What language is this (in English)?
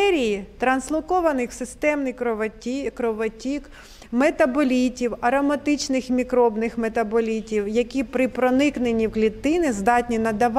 Ukrainian